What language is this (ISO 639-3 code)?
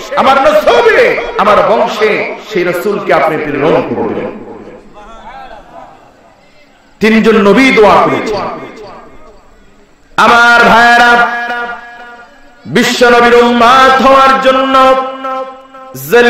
ben